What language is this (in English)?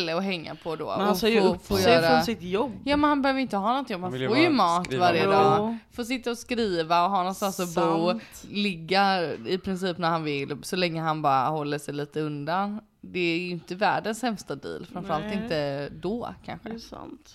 Swedish